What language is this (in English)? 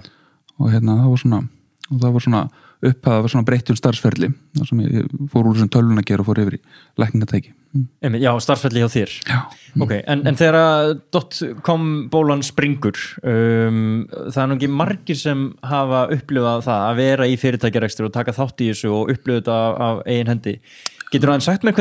Icelandic